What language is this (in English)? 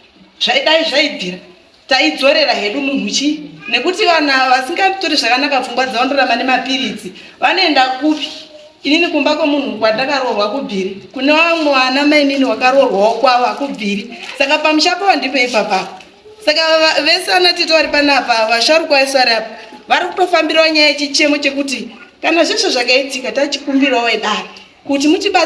Shona